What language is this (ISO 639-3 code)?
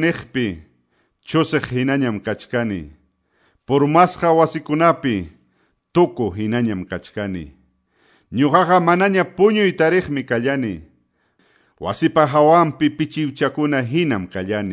que